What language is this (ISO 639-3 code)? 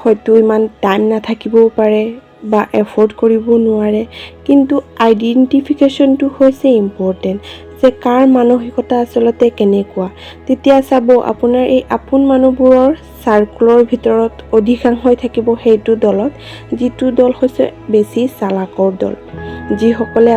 asm